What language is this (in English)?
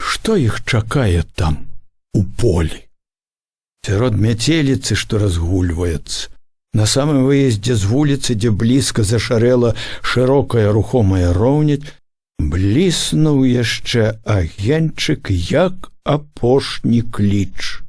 Belarusian